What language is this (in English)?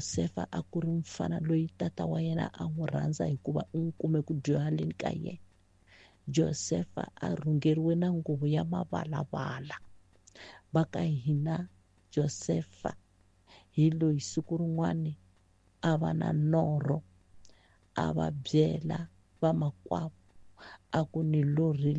Tsonga